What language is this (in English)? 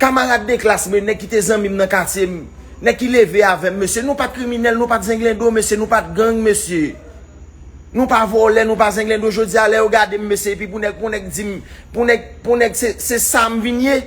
Haitian Creole